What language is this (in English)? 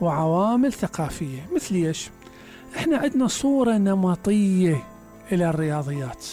Mesopotamian Arabic